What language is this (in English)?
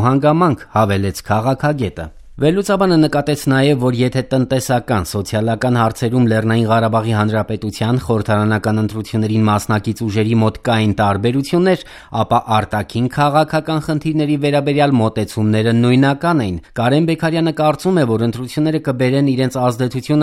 Armenian